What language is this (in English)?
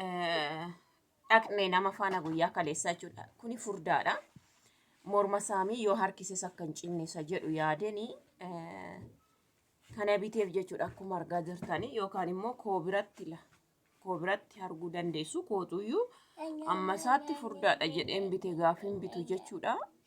Oromo